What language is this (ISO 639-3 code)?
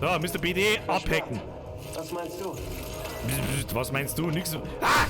bar